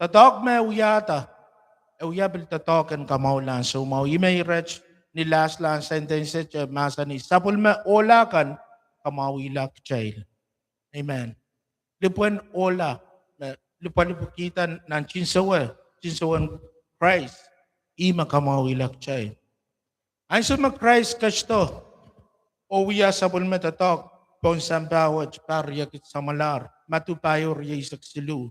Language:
Pohnpeian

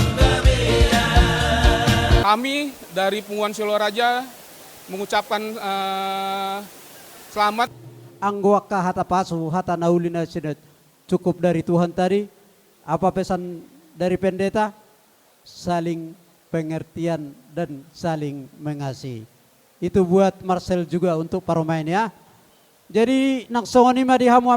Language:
Batak Toba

